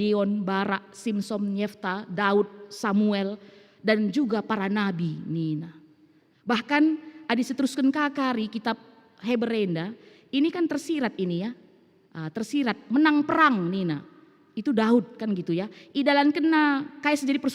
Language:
Batak Karo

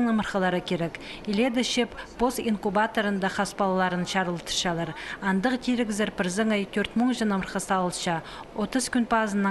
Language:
Khakas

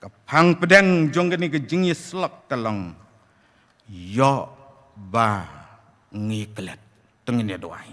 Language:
Khasi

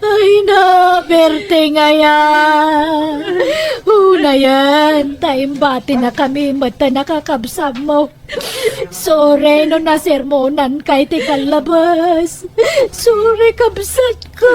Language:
Iloko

